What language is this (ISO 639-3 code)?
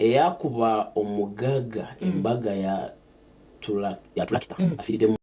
nyn